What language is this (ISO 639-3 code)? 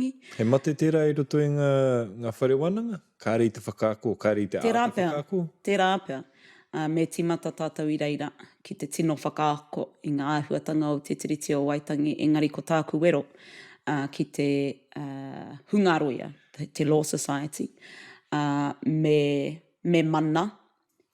mri